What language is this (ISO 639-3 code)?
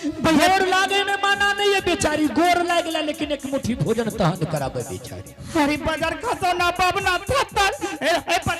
anp